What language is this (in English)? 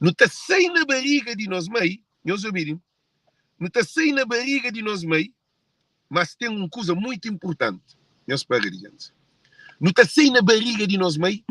Kabuverdianu